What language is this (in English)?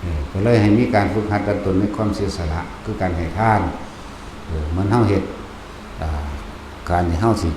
Lao